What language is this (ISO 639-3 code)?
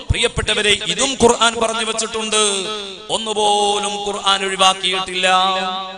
mal